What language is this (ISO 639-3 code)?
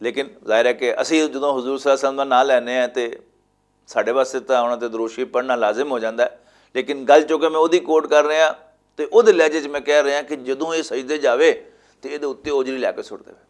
lah